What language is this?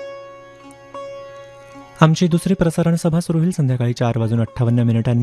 Marathi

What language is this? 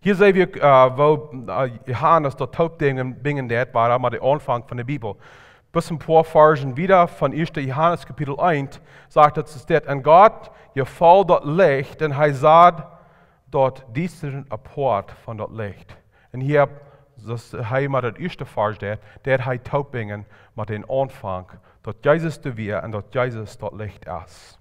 Plautdietsch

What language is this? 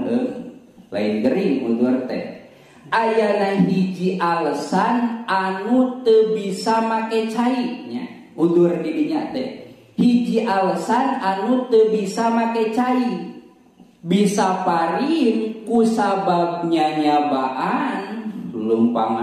Sundanese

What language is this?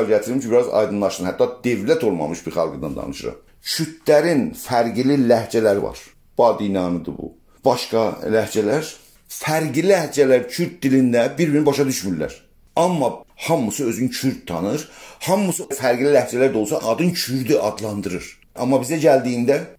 South Azerbaijani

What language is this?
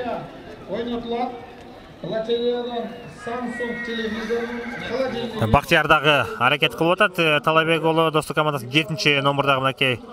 Kyrgyz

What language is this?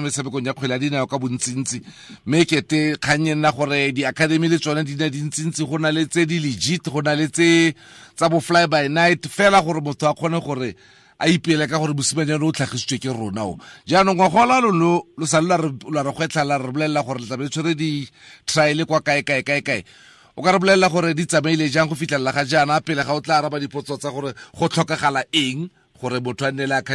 Tswana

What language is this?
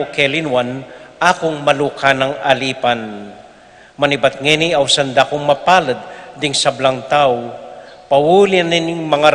Pampanga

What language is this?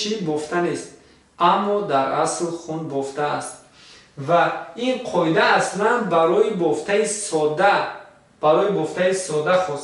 Tajik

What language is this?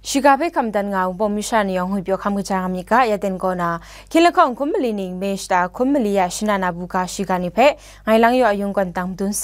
Kachin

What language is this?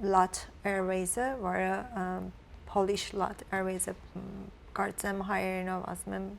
Western Armenian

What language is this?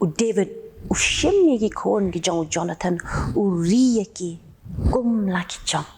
Khasi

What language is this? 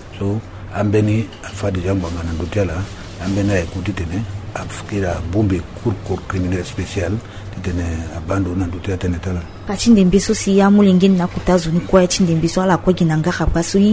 Sango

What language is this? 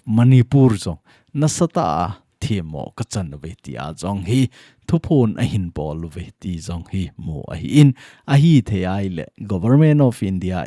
Thado Chin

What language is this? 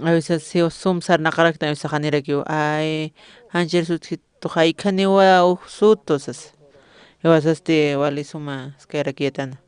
Aymara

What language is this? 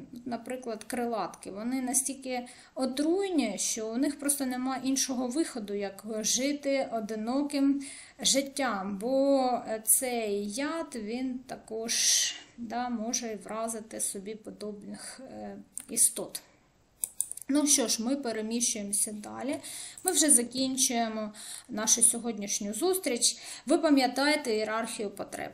Ukrainian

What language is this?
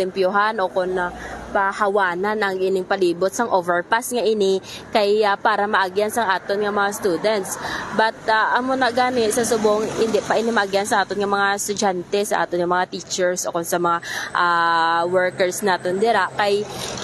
Hiligaynon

